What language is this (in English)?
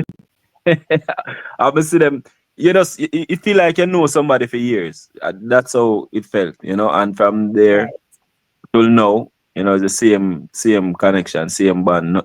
Jamaican Creole English